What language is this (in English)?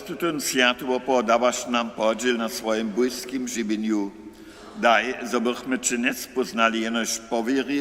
Upper Sorbian